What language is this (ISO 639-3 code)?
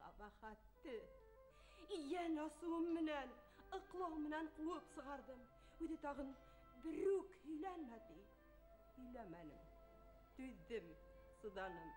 bak